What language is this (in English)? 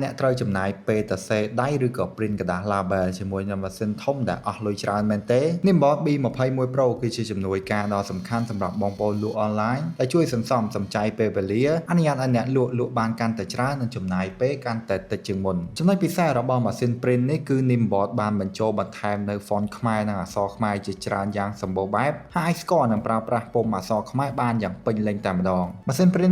Khmer